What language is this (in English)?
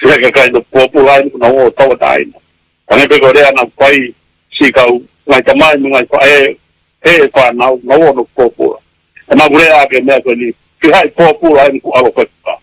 Tongan